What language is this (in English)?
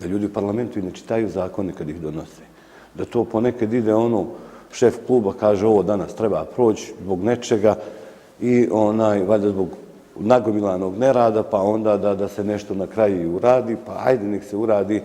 Bosnian